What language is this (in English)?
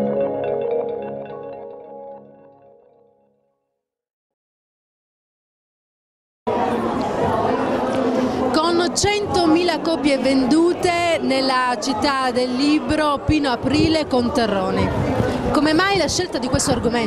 Italian